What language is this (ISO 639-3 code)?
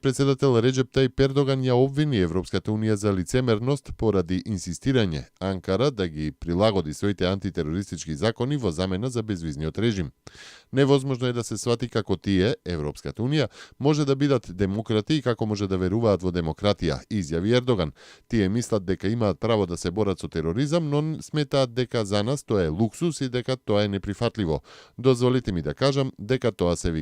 mkd